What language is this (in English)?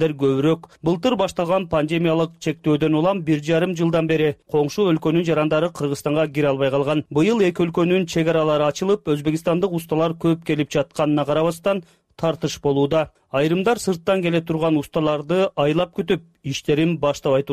Kyrgyz